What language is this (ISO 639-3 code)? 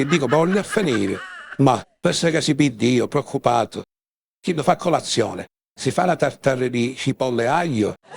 scn